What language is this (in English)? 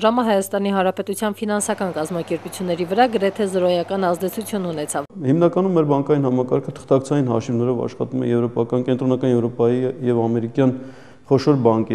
Armenian